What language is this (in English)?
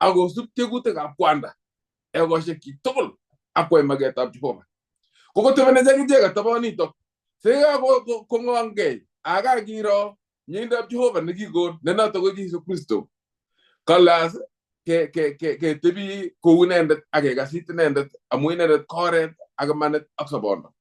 Kalenjin